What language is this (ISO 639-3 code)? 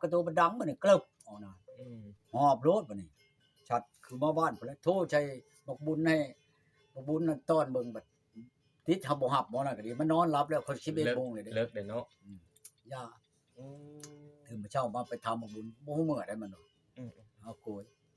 tts